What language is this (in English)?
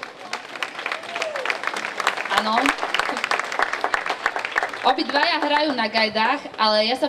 Slovak